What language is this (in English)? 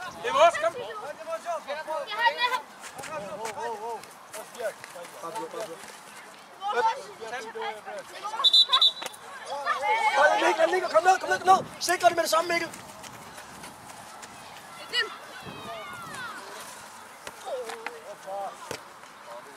Danish